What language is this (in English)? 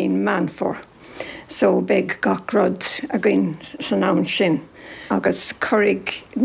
Irish